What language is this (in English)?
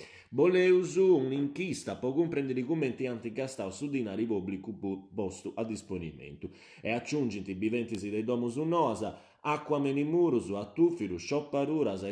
Sardinian